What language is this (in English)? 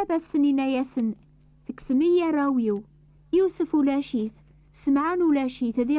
Kabyle